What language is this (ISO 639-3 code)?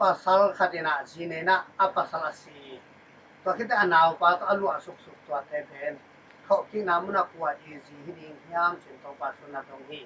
ctd